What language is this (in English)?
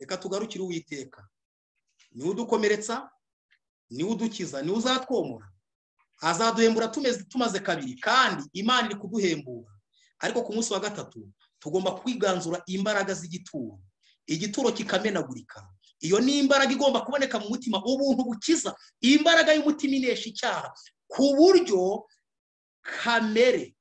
Kinyarwanda